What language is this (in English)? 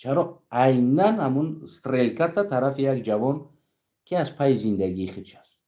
Tajik